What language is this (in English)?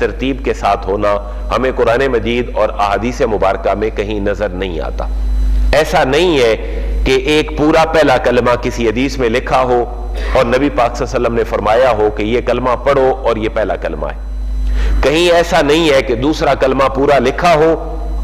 Urdu